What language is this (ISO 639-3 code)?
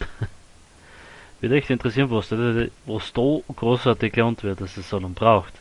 bar